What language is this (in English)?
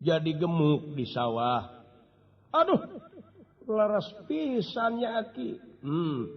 Sundanese